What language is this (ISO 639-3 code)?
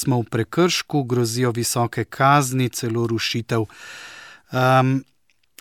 slv